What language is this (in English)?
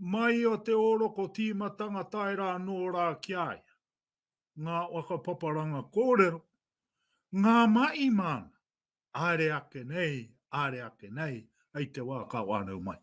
Māori